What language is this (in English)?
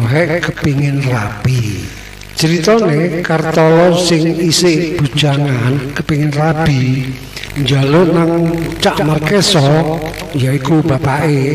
Javanese